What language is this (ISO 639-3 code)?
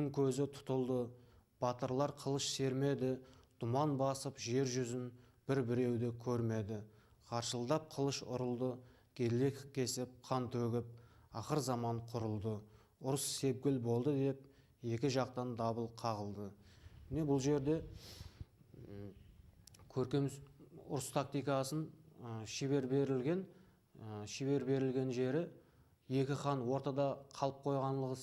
kaa